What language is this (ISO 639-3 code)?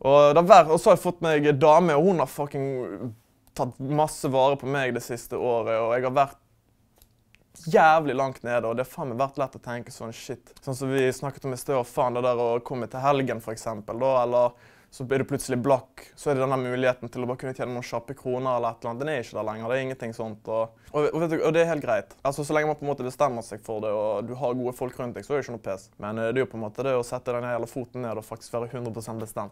nor